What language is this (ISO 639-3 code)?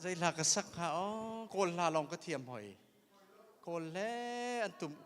cnh